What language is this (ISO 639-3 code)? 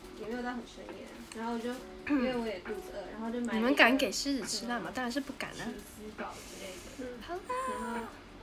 zho